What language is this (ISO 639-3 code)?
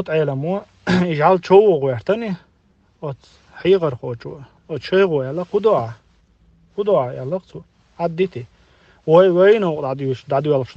che